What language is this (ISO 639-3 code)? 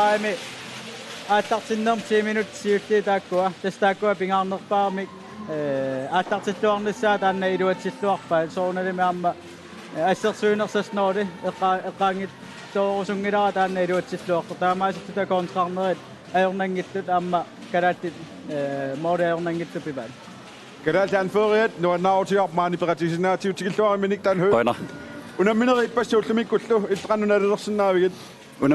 kal